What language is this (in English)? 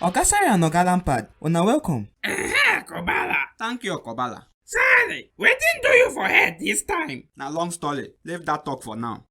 Nigerian Pidgin